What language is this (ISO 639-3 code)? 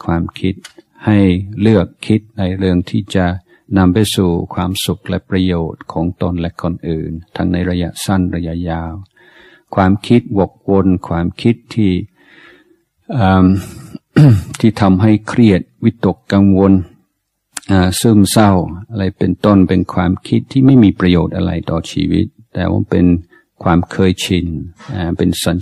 tha